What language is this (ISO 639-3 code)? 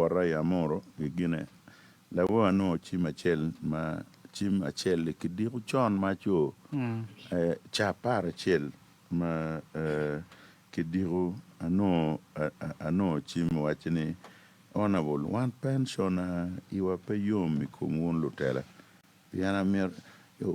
ach